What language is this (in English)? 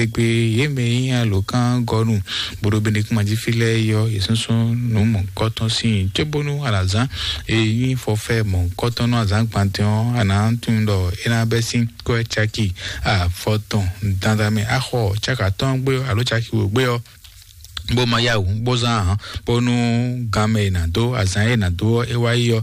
Fon